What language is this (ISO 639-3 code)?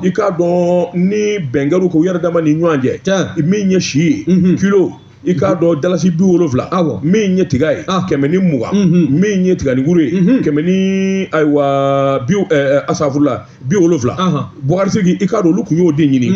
bam